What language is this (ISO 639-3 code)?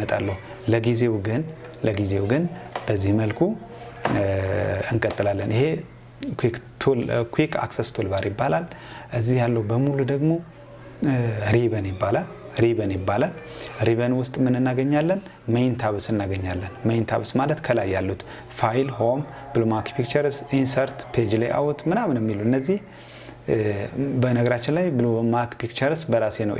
amh